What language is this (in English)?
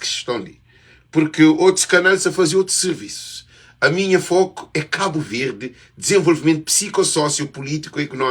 Kabuverdianu